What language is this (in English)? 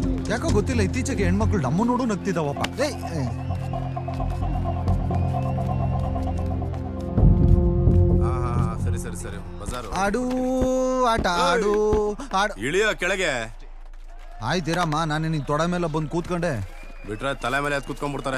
Kannada